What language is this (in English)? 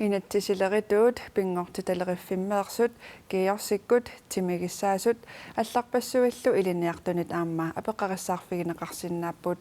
Kalaallisut